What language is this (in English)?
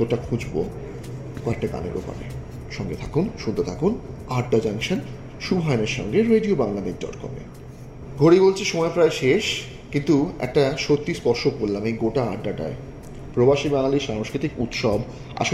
Bangla